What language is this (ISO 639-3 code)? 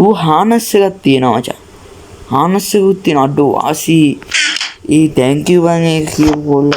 sin